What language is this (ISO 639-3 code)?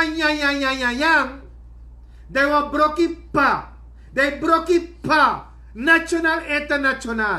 srn